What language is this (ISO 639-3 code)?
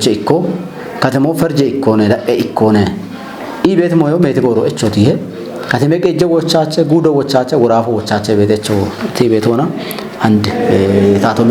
kbr